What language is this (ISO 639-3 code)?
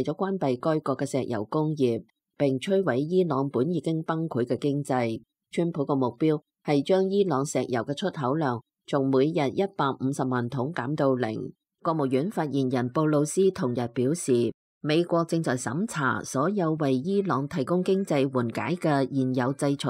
yue